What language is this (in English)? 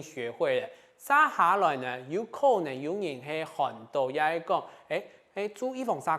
Hakka Chinese